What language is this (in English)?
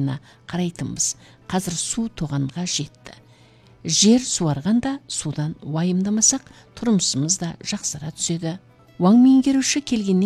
Kazakh